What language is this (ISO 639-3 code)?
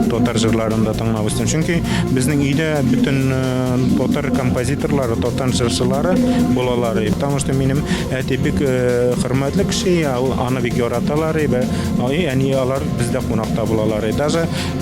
tat